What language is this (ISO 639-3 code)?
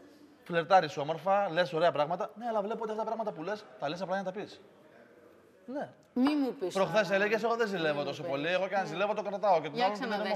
ell